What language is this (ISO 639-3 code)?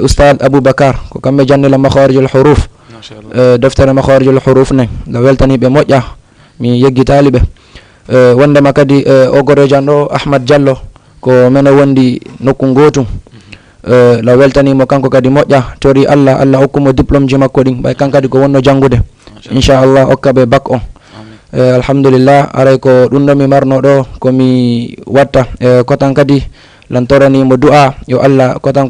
ful